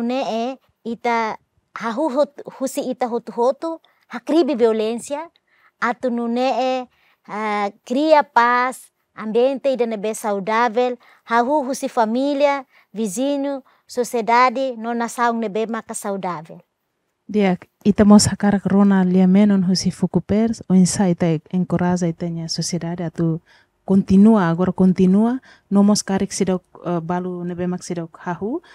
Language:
Tetum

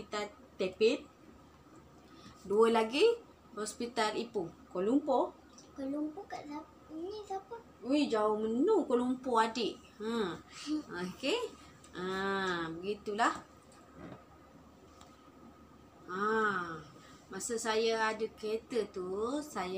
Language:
Malay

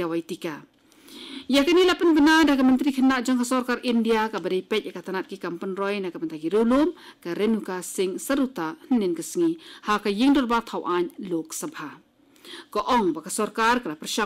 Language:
Khasi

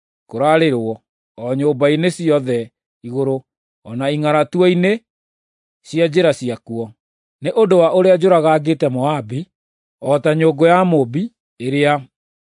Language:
Kikuyu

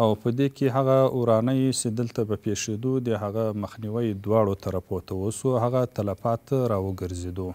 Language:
Pashto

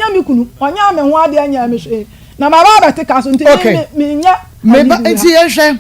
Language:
Akan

